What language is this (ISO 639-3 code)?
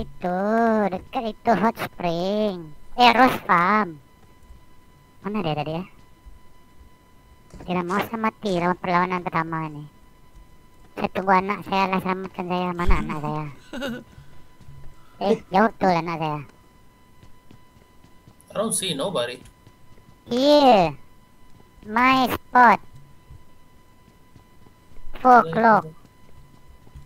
msa